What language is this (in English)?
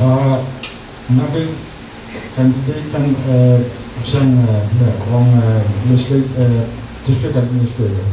Pohnpeian